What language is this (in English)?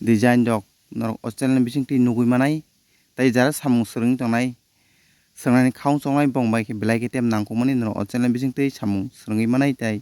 Kok Borok